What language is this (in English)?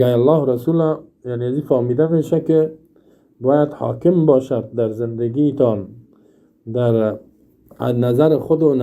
Persian